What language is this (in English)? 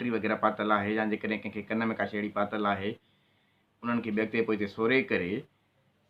Sindhi